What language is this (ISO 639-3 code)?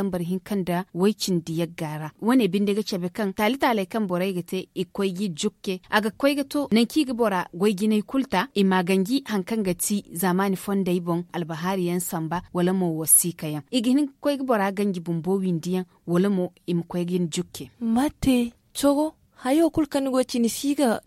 dje